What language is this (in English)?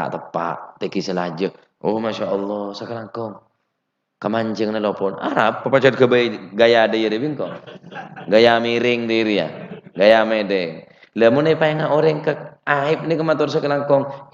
Madurese